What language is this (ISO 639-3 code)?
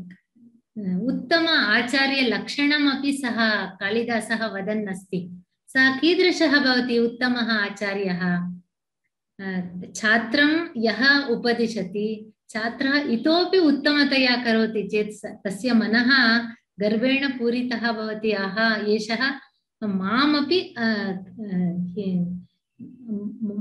san